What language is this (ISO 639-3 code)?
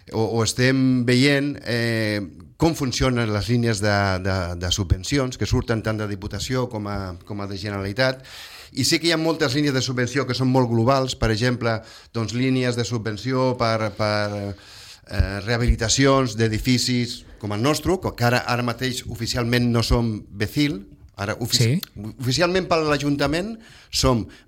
cat